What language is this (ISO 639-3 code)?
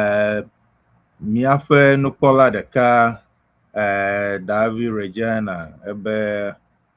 ewe